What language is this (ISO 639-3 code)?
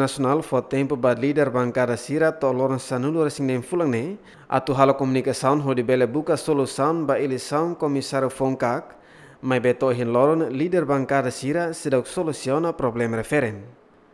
tet